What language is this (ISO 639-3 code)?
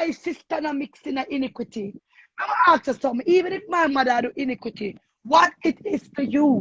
jam